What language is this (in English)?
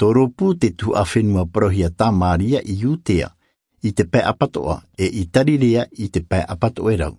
Tahitian